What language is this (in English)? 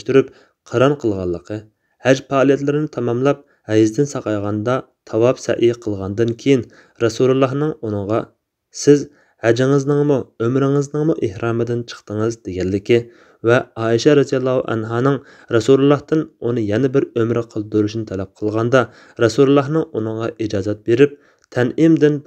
Uyghur